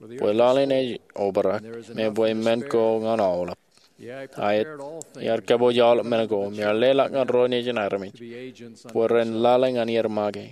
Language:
Marshallese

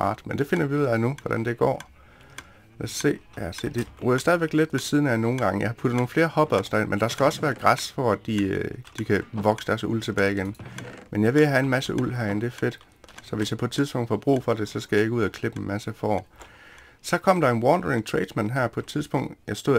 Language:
Danish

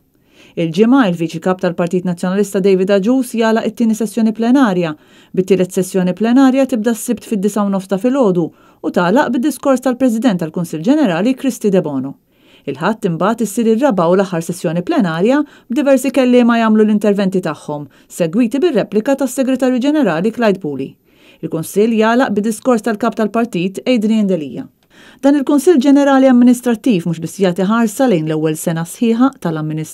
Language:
Maltese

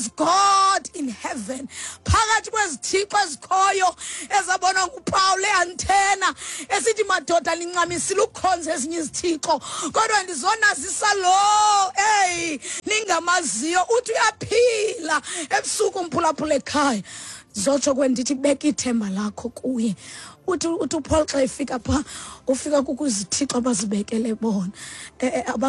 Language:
Xhosa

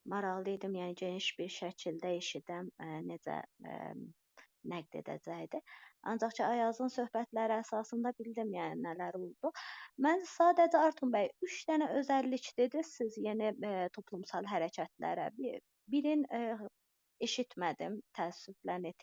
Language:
South Azerbaijani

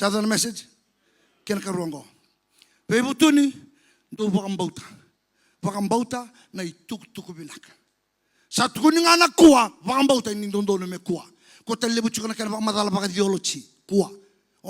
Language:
Fijian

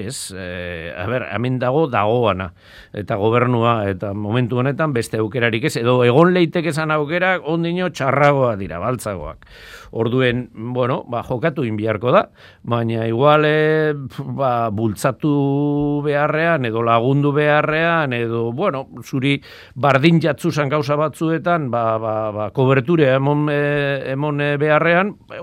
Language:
Basque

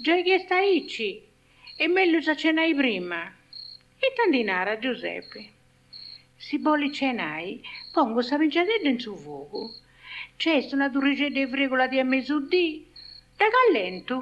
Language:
Sardinian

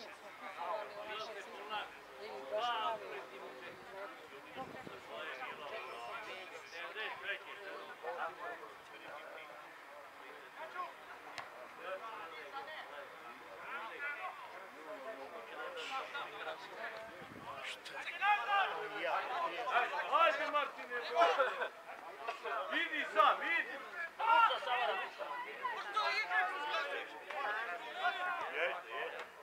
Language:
Serbian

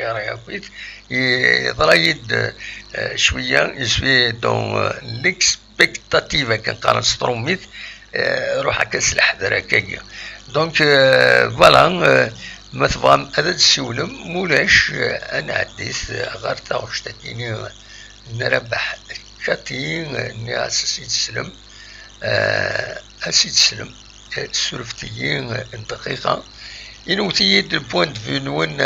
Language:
Kabyle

